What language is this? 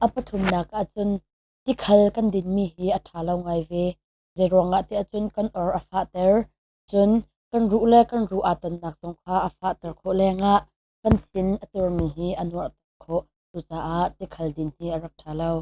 Hakha Chin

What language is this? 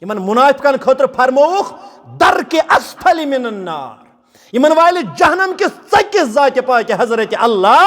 Kashmiri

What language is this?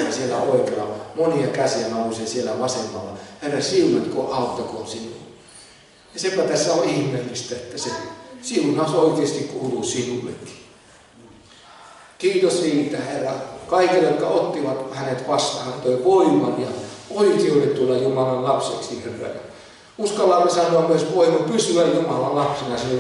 Finnish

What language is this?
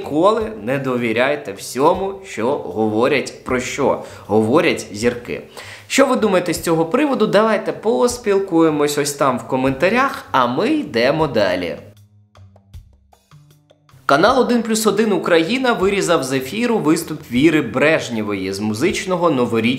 Ukrainian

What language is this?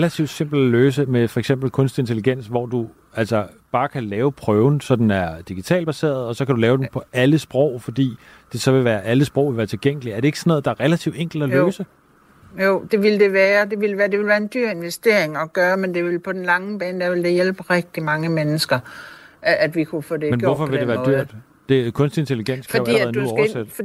Danish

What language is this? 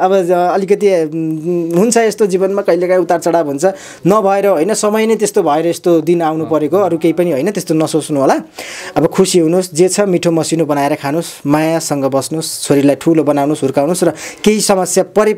Nepali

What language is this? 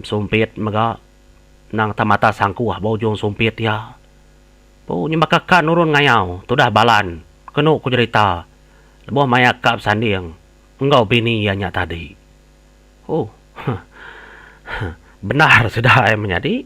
Iban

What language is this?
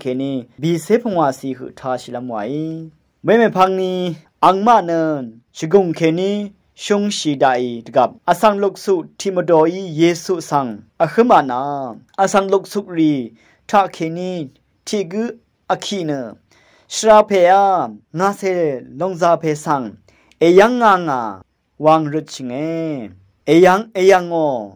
Rawang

